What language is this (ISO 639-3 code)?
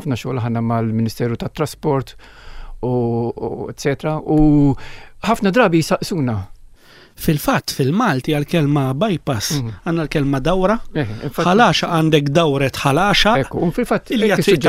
mlt